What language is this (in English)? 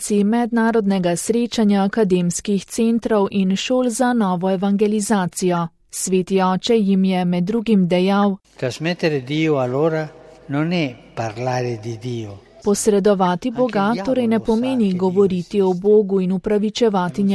Slovenian